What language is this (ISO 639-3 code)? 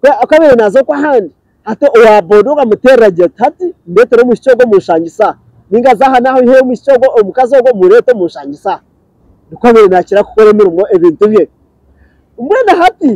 nyn